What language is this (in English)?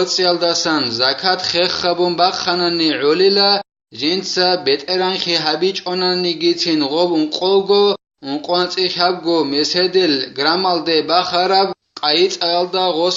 Avaric